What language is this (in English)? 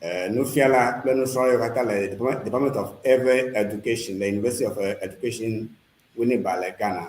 Ewe